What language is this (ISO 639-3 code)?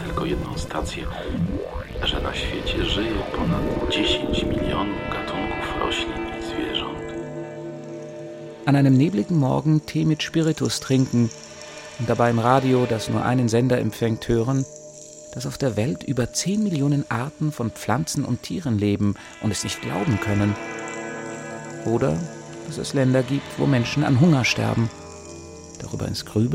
deu